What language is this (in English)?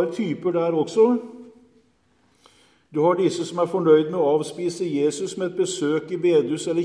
Norwegian